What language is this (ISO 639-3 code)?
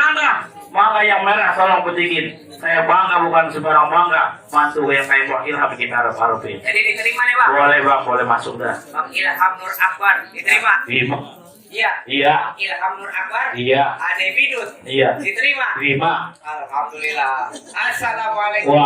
bew